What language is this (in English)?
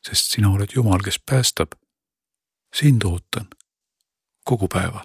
Estonian